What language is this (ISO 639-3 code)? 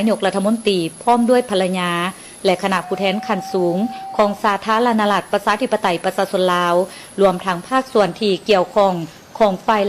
lao